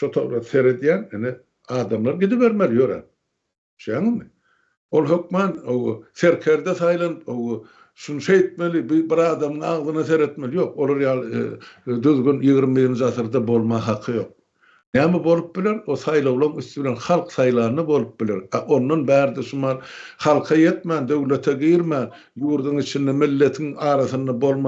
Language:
Turkmen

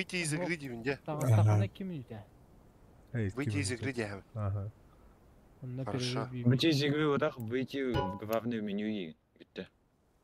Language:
Yakut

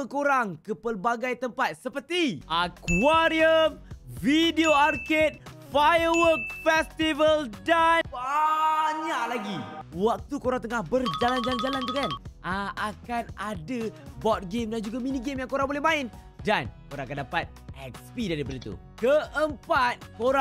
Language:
Malay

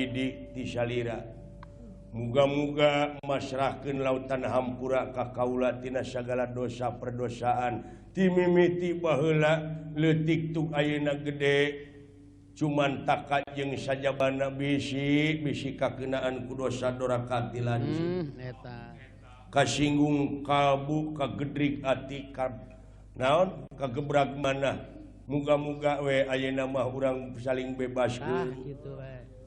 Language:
Sundanese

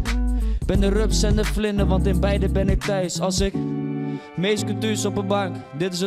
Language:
Western Frisian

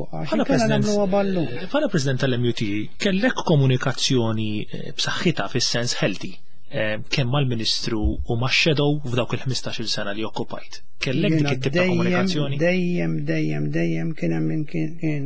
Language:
Maltese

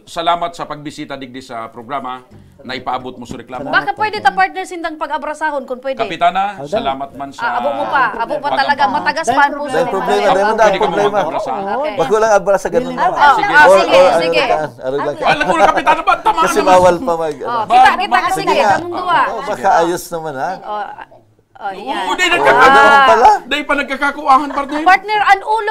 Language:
Bikol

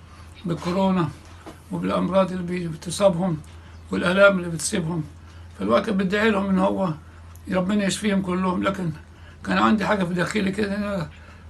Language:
Egyptian Arabic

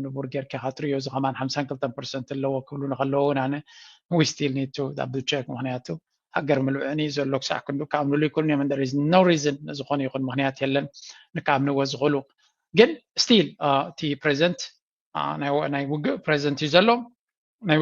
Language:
Tigrinya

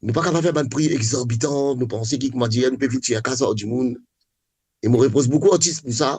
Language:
Morisyen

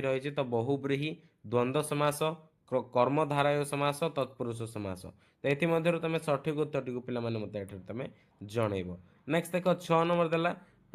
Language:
Odia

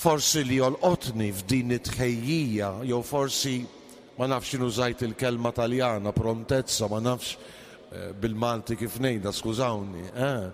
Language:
Maltese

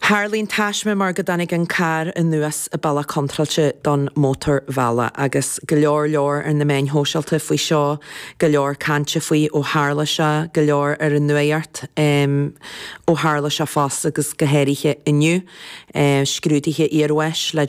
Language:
Irish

